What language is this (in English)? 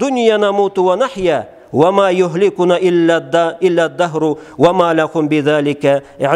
Karachay-Balkar